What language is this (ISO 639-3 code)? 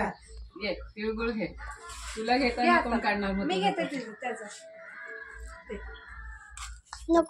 mar